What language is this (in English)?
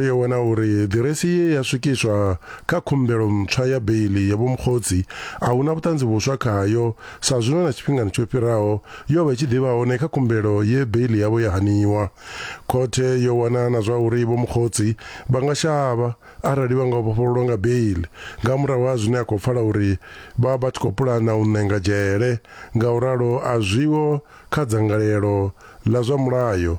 Venda